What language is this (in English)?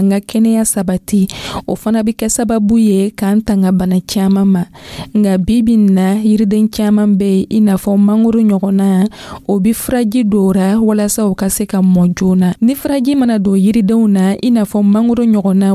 Dyula